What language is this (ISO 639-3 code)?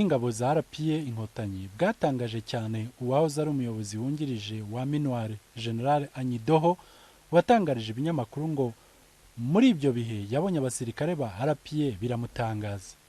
kin